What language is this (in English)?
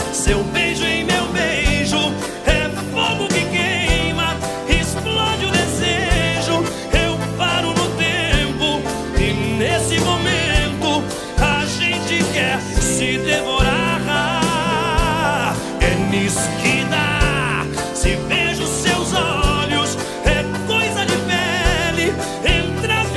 Portuguese